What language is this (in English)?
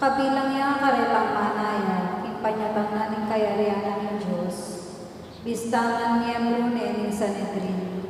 Pampanga